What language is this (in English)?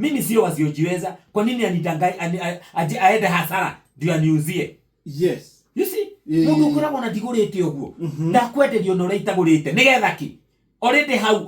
Kikuyu